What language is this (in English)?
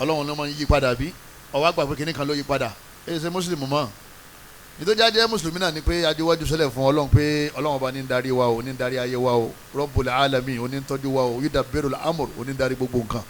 Yoruba